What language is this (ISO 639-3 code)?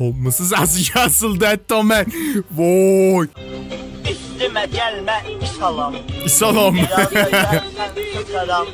azb